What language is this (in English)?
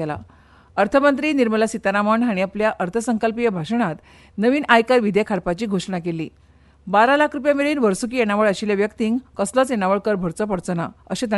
Konkani